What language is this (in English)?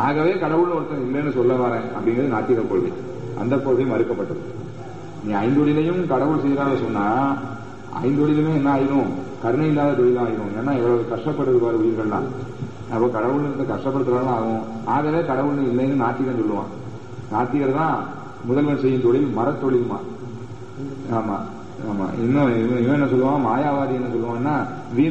Tamil